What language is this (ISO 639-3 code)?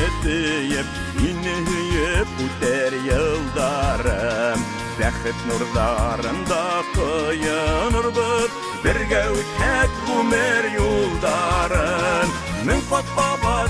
bak